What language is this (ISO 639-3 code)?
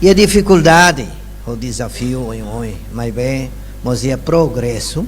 tet